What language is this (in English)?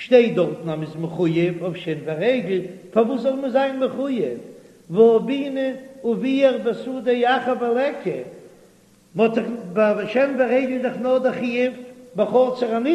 Yiddish